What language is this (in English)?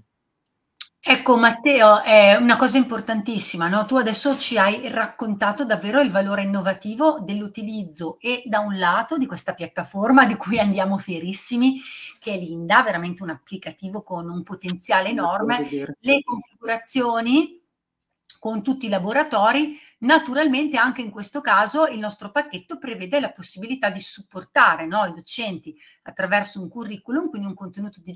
Italian